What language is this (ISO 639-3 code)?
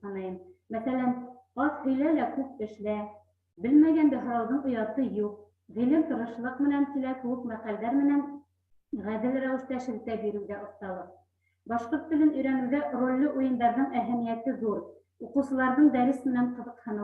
bak